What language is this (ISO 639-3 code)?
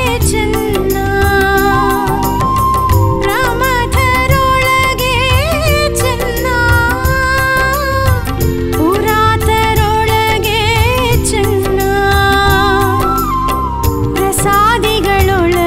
kan